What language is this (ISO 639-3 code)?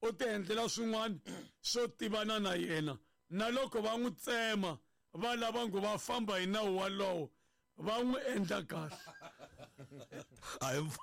tso